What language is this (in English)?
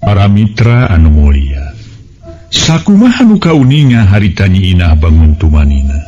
Sundanese